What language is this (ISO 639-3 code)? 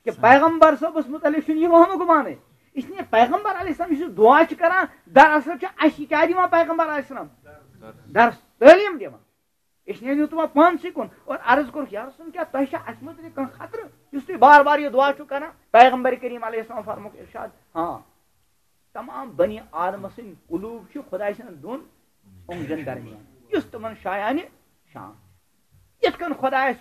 kas